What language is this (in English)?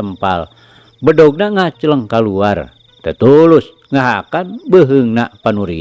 Sundanese